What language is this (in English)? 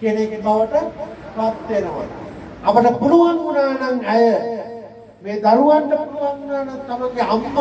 Sinhala